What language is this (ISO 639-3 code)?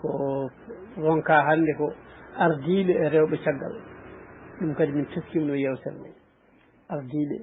ful